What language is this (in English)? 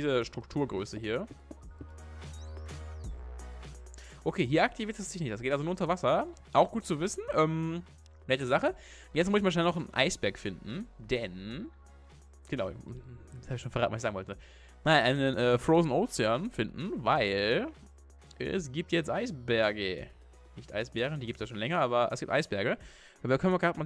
German